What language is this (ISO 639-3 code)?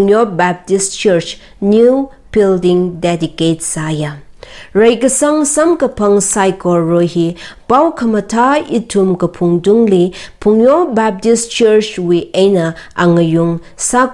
nmf